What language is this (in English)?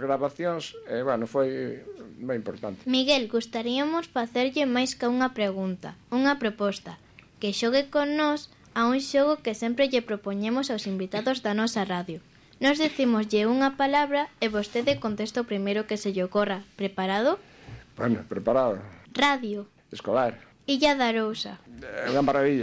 Galician